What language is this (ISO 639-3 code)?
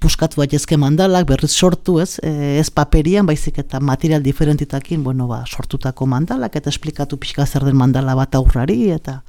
eus